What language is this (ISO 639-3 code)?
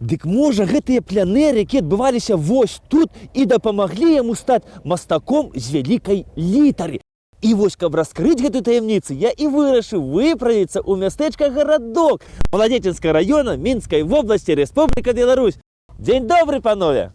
bel